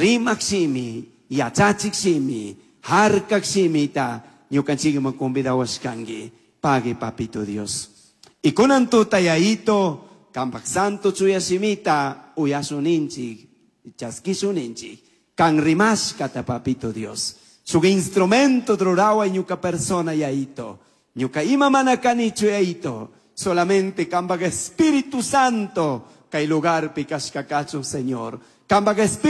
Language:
Chimborazo Highland Quichua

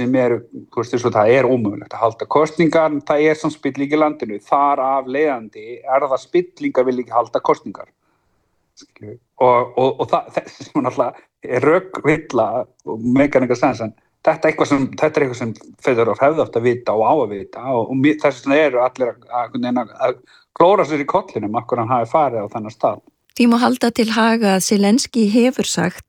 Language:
Icelandic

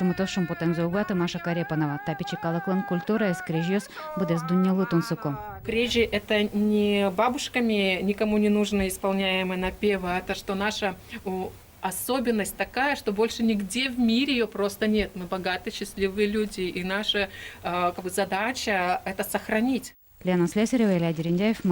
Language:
Udmurt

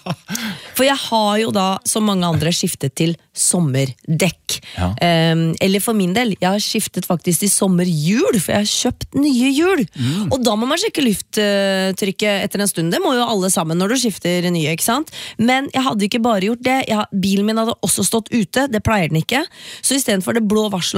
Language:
Norwegian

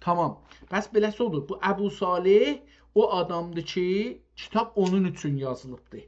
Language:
South Azerbaijani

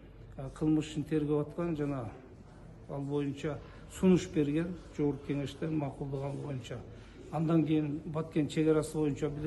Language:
Kyrgyz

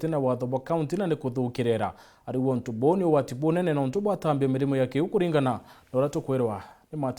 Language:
Meru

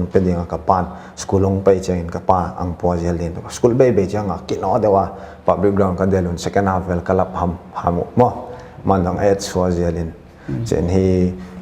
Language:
Paite Chin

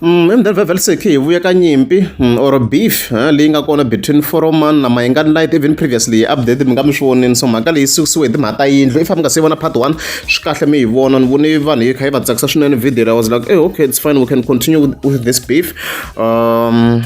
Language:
Tsonga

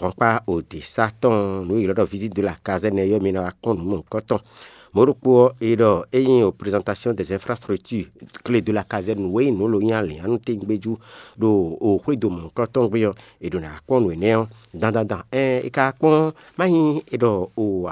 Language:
Fon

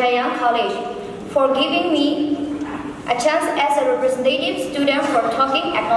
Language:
Kachin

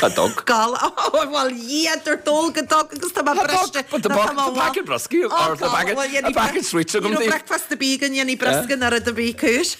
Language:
Irish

